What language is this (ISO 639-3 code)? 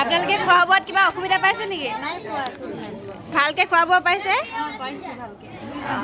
asm